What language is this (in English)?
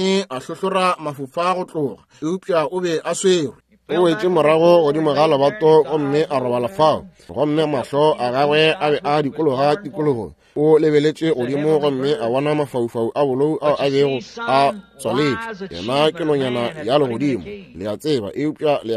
Northern Sotho